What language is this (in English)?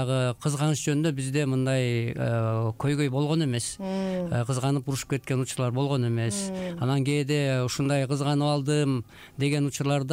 Kyrgyz